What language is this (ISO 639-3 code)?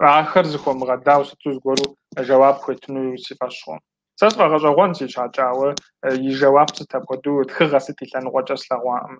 kbd